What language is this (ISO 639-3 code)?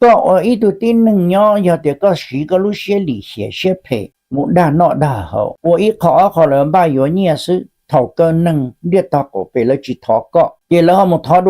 hmn